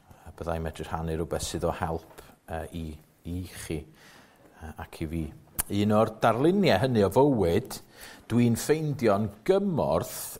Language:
Welsh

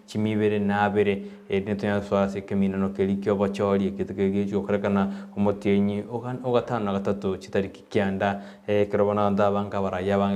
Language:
Gusii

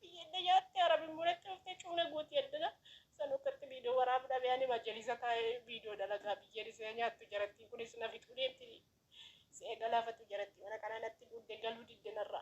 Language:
Oromo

